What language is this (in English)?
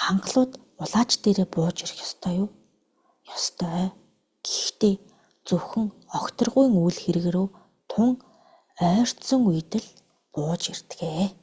Mongolian